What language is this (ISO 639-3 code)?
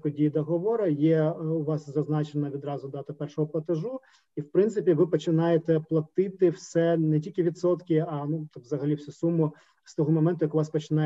ukr